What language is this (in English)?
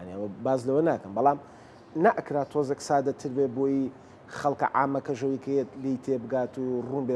Central Kurdish